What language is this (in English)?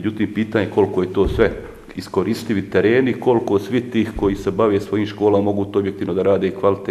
Bosnian